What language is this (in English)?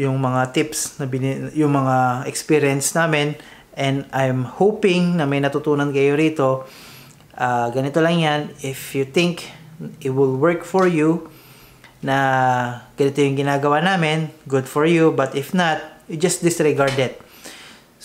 Filipino